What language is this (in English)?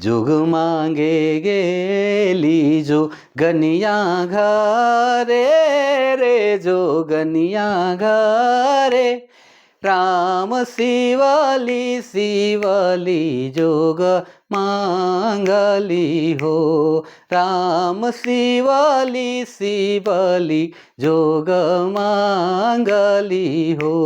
Sadri